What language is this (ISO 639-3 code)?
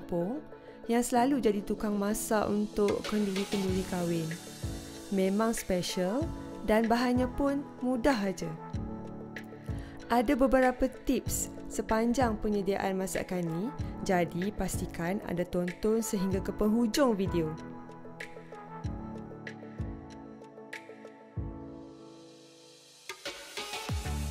msa